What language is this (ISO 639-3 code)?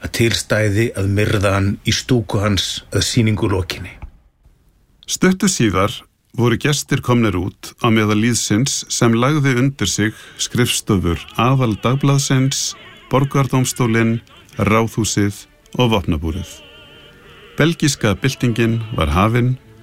isl